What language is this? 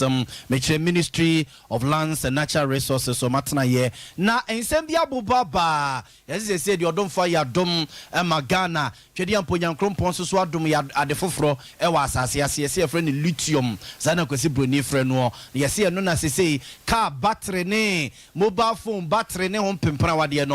Akan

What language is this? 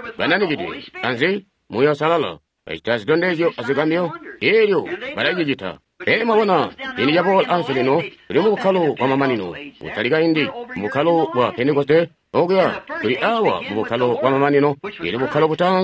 Tonga (Zambia)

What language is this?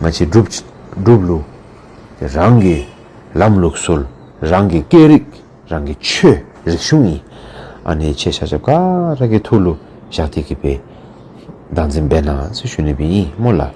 Dzongkha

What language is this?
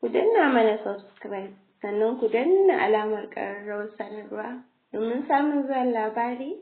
Hausa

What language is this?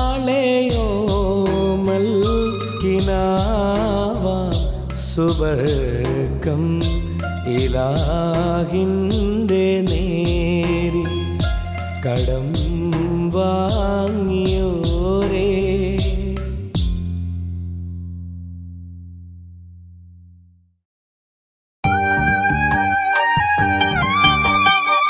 Malayalam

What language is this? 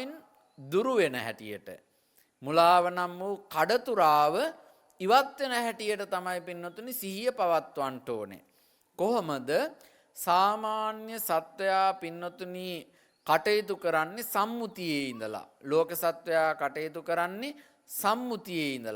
Sinhala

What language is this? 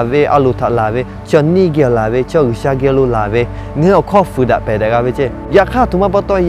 Lahu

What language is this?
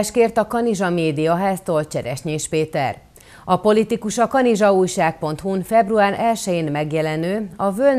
Hungarian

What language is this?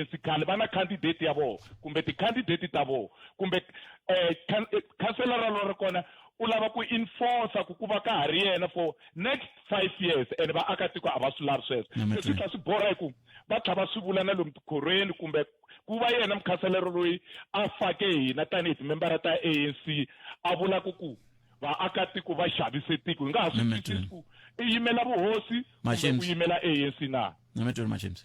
Tsonga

